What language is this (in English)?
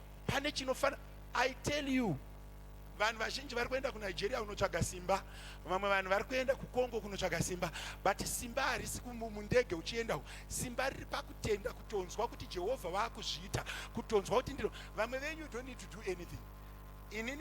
Shona